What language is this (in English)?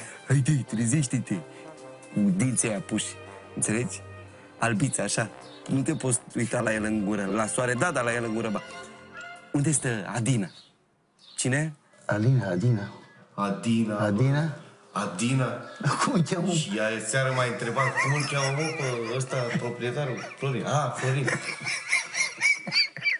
Romanian